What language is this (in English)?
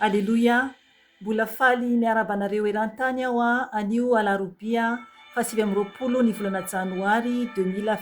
Malagasy